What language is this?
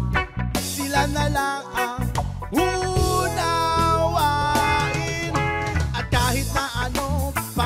Filipino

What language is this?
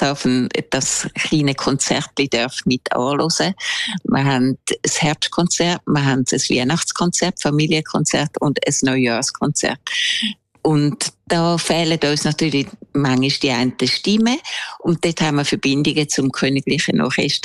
German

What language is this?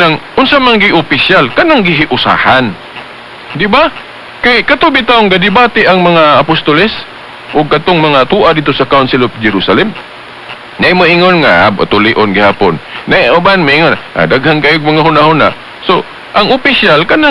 Cebuano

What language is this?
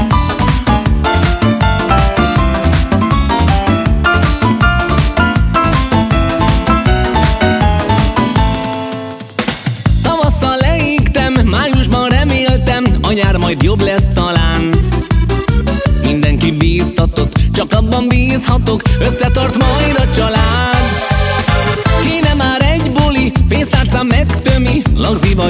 Hungarian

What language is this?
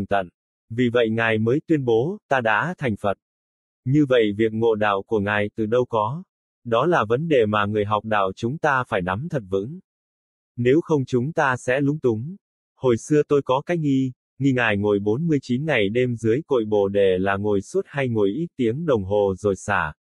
Vietnamese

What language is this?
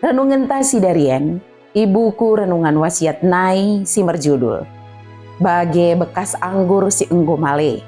Batak Dairi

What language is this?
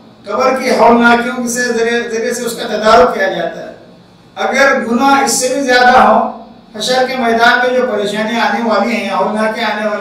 Urdu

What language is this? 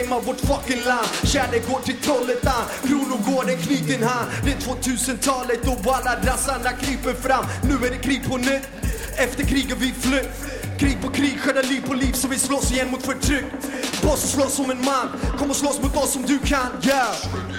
Swedish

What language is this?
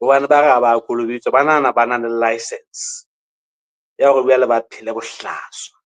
Southern Sotho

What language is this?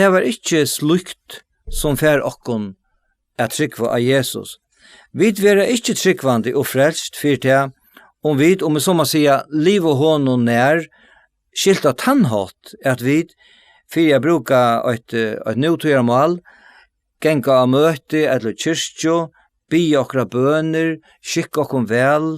Faroese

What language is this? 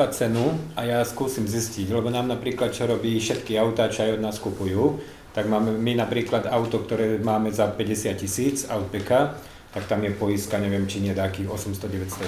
Slovak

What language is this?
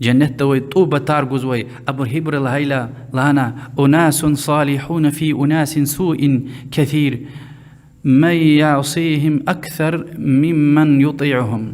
Lezghian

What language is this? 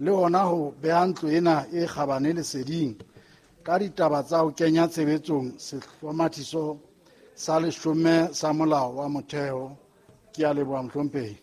Southern Sotho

